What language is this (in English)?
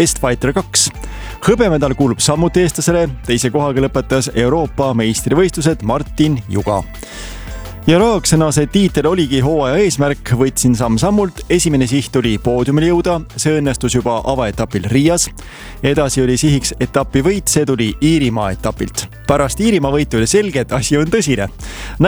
Estonian